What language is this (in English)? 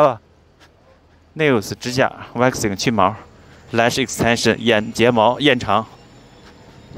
Chinese